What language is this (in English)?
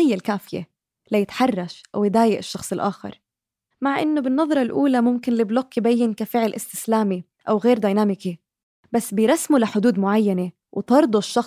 North Levantine Arabic